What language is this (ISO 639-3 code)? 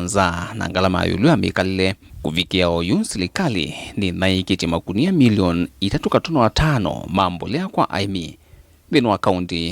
kam